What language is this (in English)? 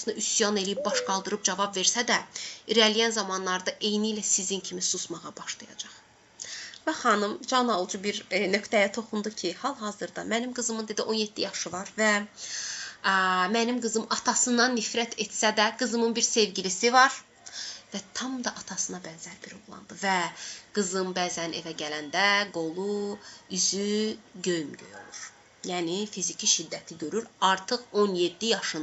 Azerbaijani